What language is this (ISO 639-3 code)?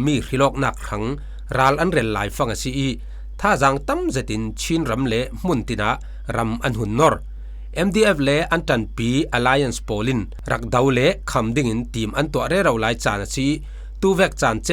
cfm